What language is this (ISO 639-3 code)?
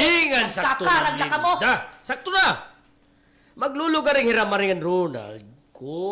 war